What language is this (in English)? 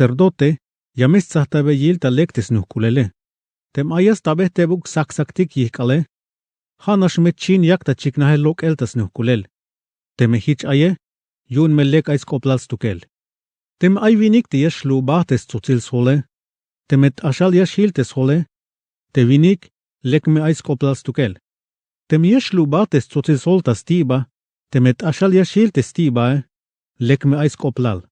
Tzeltal